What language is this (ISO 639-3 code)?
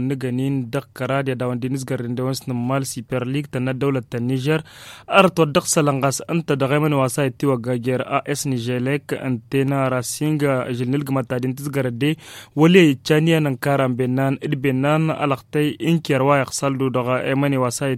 taq